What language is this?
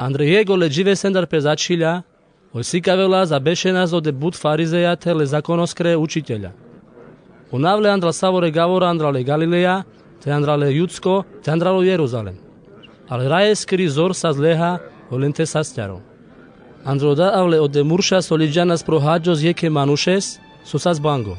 Carpathian Romani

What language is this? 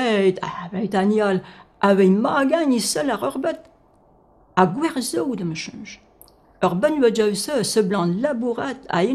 Breton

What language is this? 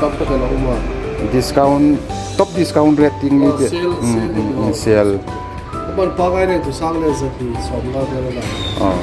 Hmar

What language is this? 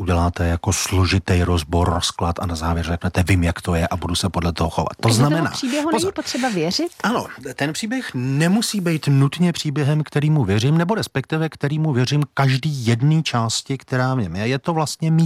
Czech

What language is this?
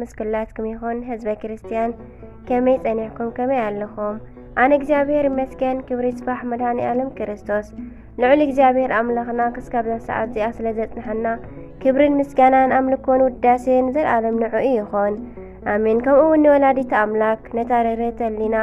Tigrinya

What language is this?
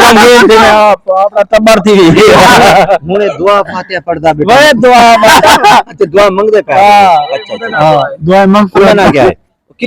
Saraiki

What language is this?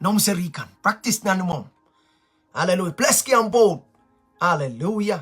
Pohnpeian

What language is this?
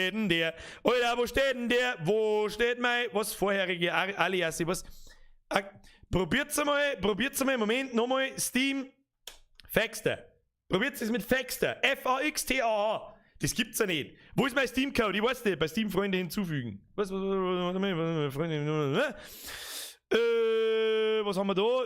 Bavarian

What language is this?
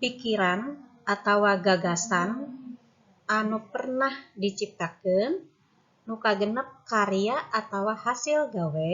Sundanese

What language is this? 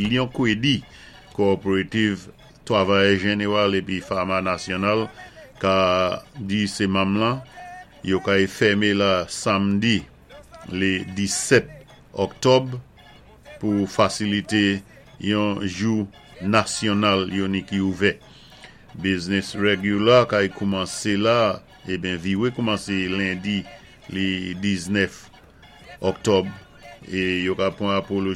Saint Lucian Creole French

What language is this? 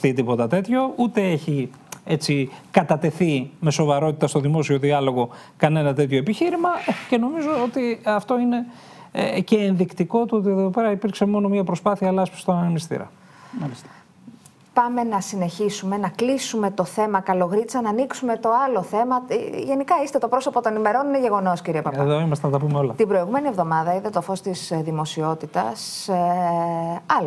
Greek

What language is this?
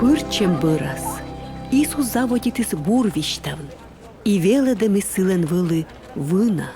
Komi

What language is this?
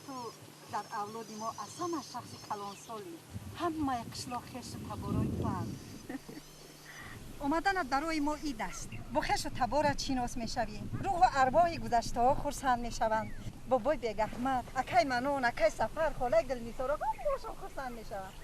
Tajik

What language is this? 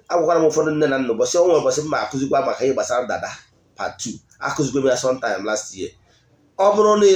Igbo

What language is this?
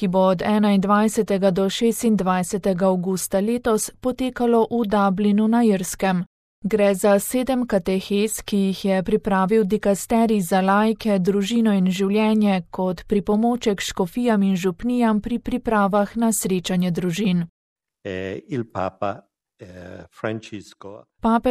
Slovenian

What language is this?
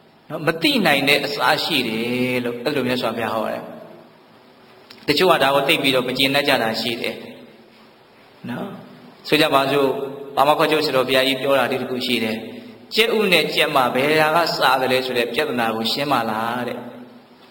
Burmese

